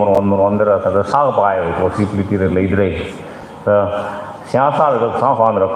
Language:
Tangkhul Naga (India)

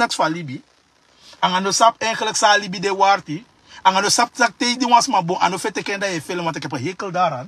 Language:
Sranan Tongo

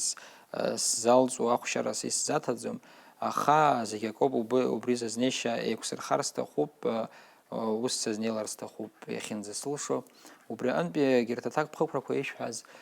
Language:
Abkhazian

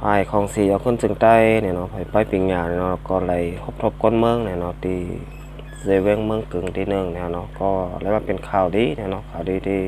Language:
Shan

